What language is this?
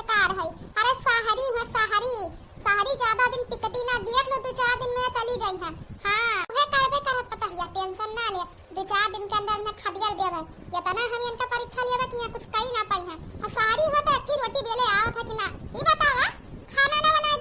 Awadhi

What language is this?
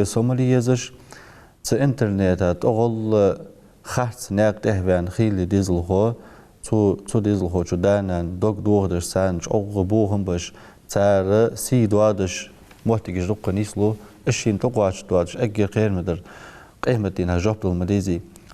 Ingush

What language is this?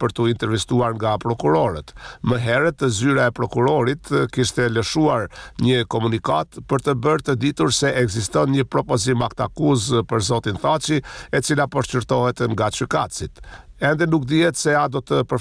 Albanian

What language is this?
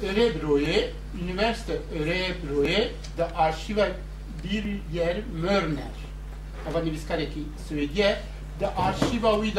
Kurdish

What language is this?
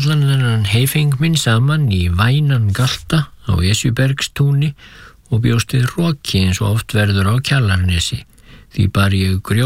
Icelandic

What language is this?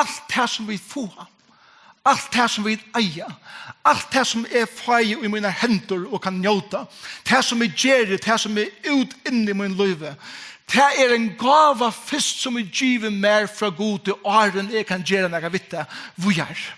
Faroese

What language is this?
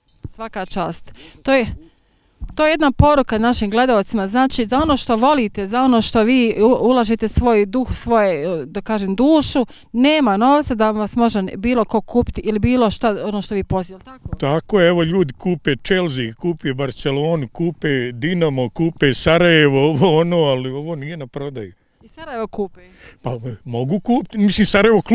Bosnian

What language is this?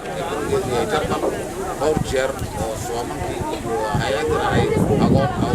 Somali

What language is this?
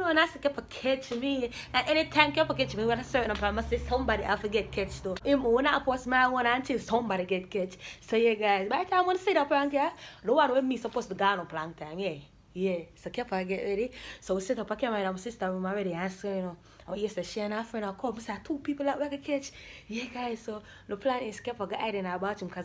Jamaican Creole English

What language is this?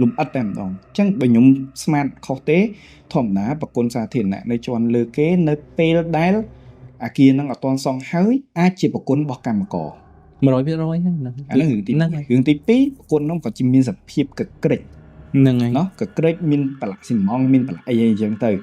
Khmer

